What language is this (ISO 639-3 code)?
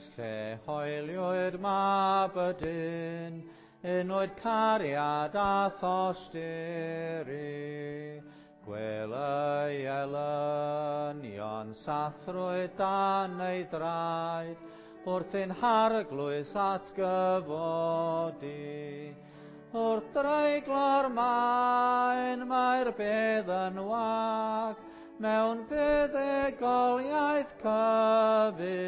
cym